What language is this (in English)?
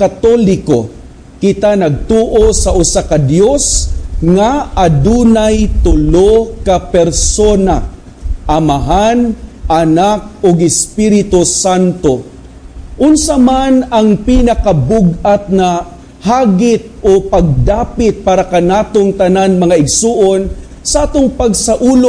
Cebuano